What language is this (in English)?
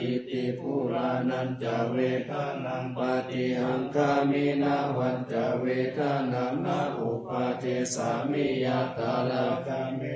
Pali